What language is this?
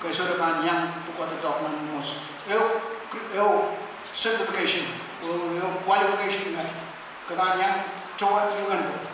Pohnpeian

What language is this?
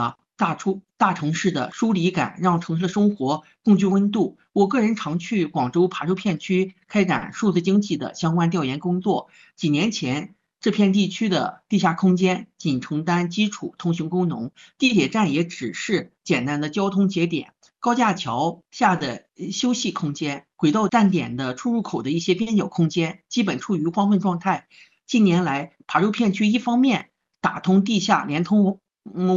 Chinese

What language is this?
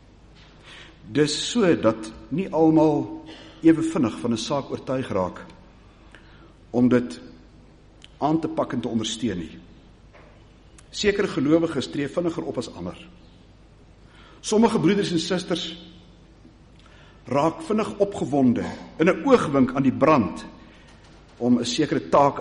Afrikaans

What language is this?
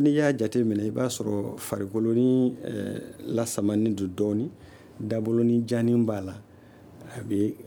Bambara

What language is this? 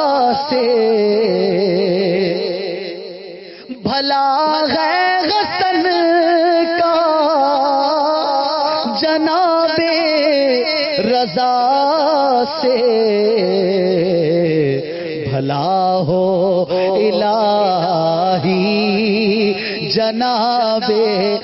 Urdu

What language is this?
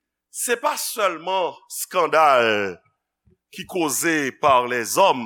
Haitian Creole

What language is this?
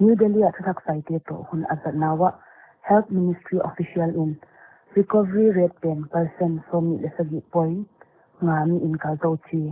Paite Chin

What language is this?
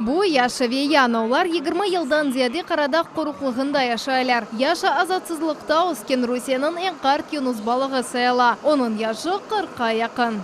Crimean Tatar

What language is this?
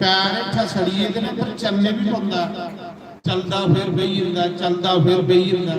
Dogri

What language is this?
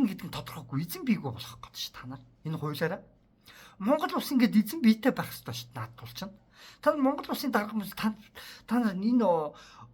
Mongolian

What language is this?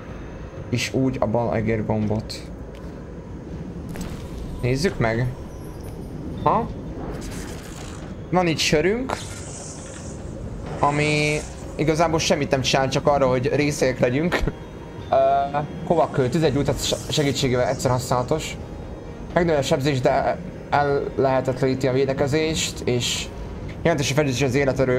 Hungarian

